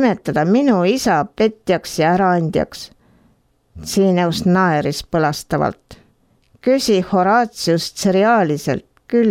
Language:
Estonian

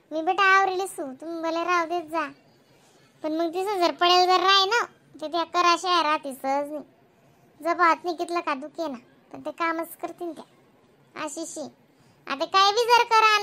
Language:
Khandesi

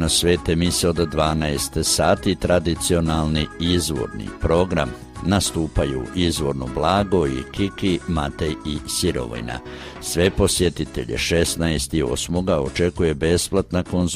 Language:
Croatian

